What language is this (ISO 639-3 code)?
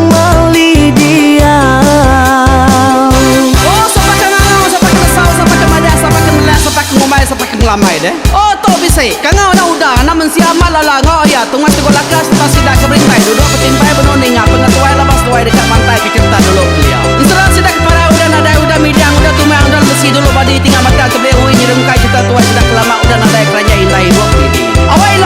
iba